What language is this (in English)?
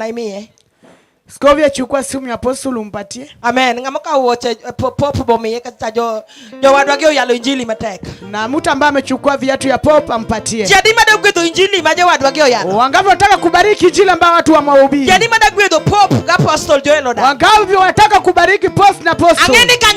Luo (Kenya and Tanzania)